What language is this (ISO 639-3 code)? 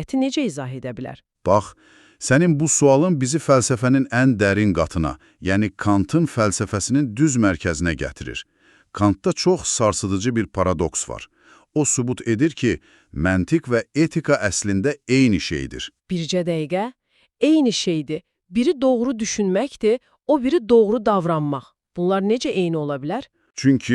aze